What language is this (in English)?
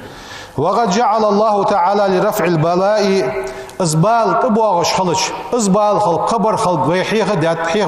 Ingush